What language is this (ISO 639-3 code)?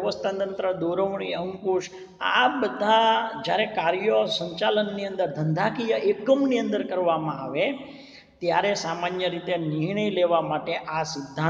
guj